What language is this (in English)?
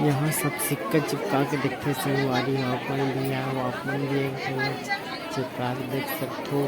Chhattisgarhi